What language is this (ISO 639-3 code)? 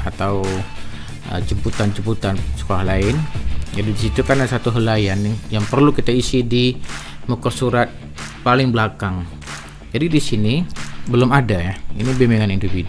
msa